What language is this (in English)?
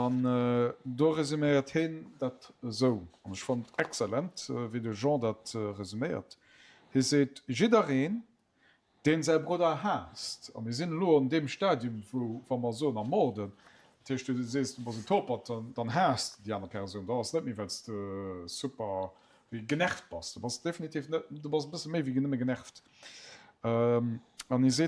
Luxembourgish